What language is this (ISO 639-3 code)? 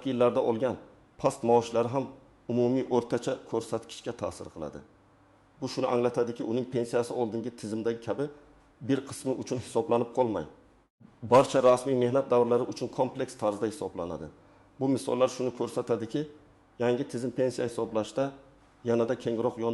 uzb